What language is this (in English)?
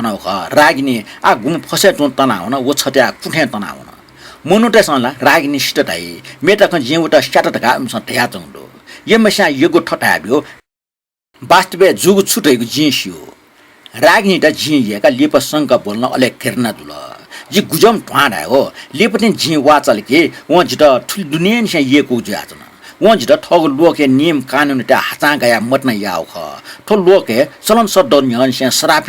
Newari